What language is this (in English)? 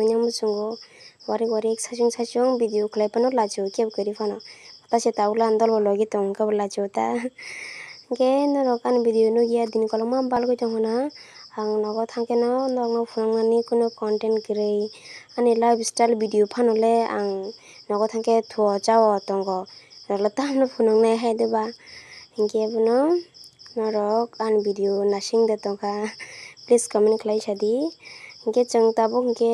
Kok Borok